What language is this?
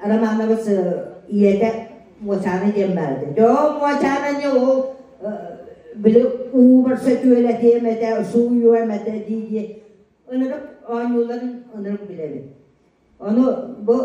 Yakut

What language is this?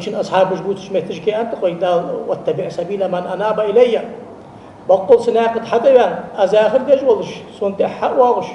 Ingush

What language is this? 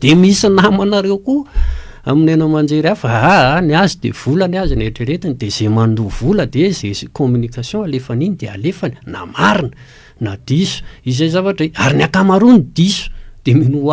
Malagasy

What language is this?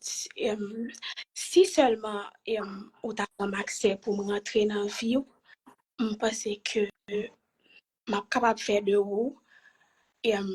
Haitian Creole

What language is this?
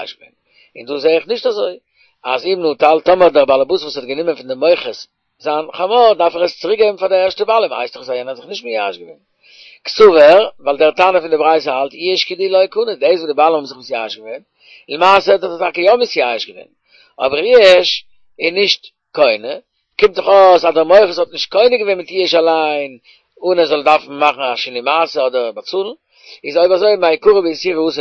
Yiddish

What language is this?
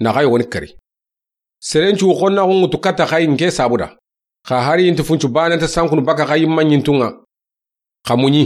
Soninke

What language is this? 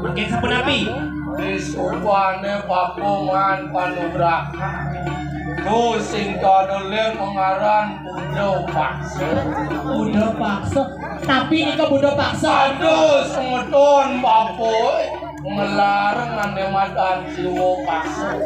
Balinese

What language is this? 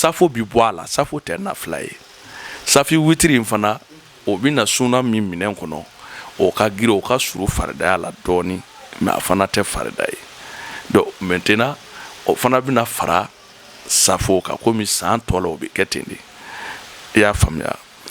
Bambara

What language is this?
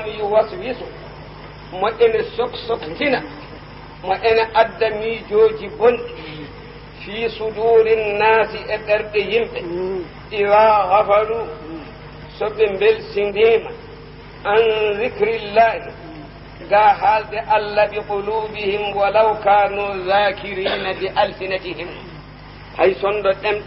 Fula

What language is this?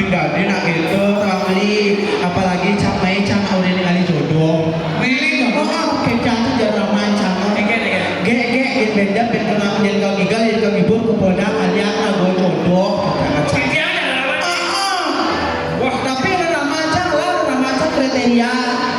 Balinese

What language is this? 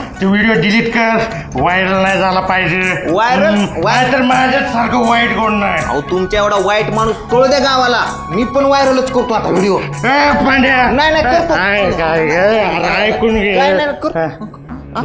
Marathi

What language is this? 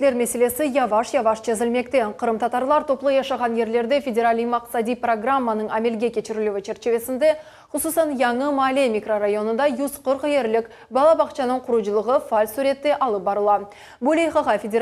Crimean Tatar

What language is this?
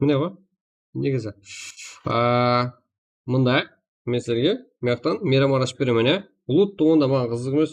Kara-Kalpak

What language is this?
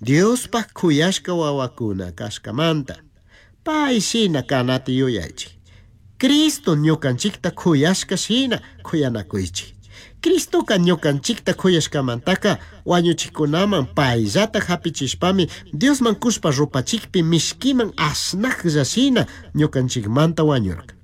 Chimborazo Highland Quichua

